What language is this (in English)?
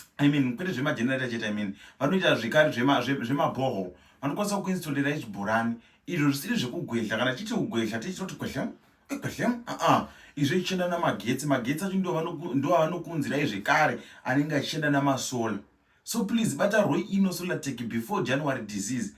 Shona